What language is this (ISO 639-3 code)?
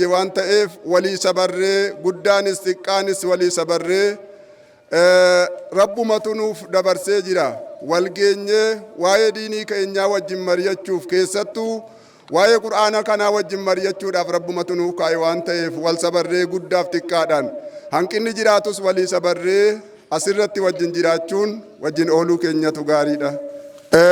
orm